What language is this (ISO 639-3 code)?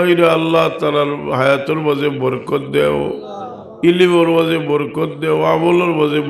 syl